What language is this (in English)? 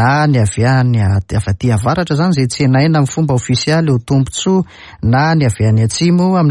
Malagasy